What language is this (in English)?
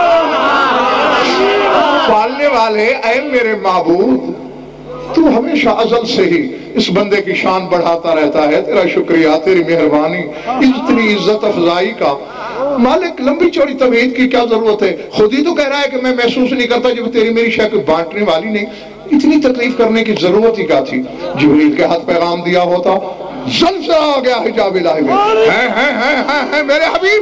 Urdu